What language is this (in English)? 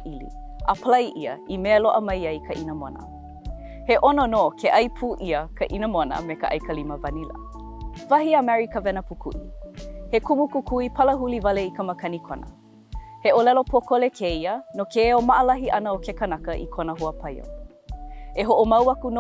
Hawaiian